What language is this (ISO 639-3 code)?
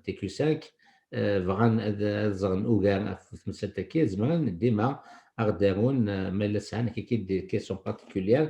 kab